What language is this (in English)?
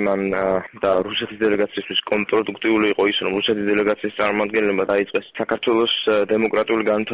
Georgian